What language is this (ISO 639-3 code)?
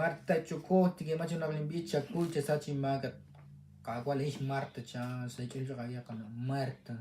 kek